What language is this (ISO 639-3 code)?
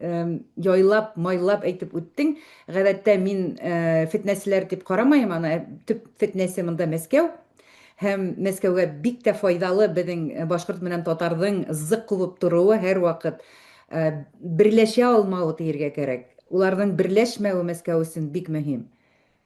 bak